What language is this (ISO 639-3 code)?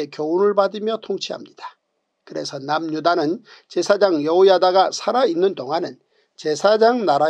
kor